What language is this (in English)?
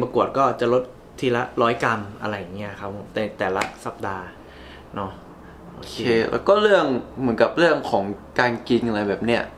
Thai